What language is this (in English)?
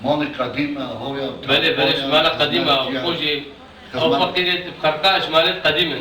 Kurdish